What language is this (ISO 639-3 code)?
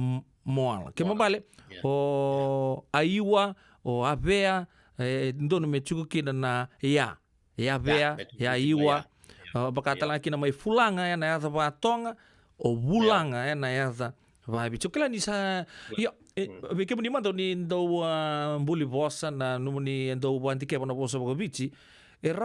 fij